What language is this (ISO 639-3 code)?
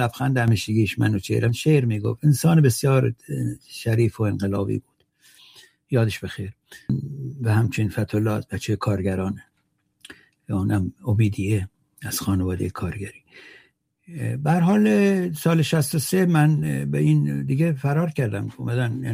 fas